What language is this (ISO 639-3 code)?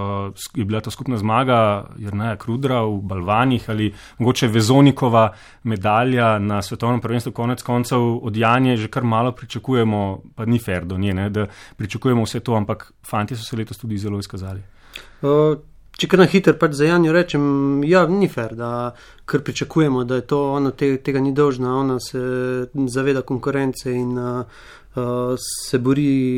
slv